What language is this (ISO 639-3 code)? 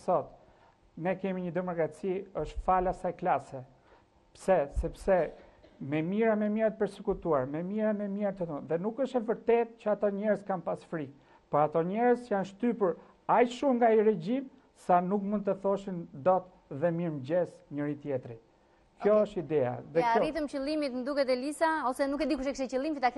sqi